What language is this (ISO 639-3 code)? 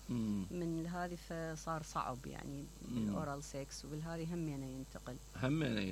acm